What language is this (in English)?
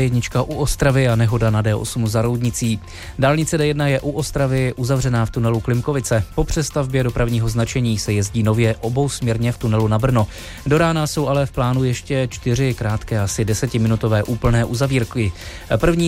Czech